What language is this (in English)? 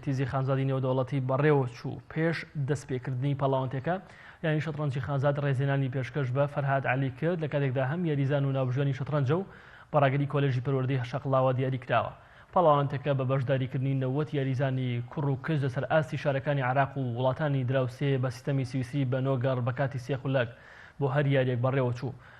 Central Kurdish